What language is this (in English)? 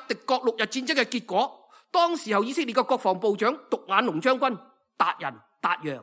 Cantonese